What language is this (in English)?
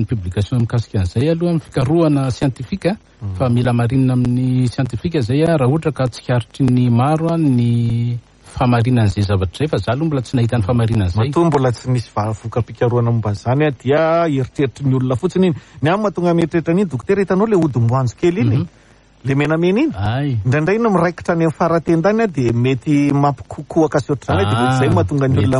Malagasy